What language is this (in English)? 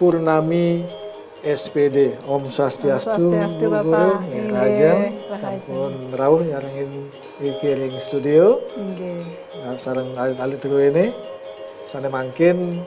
Balinese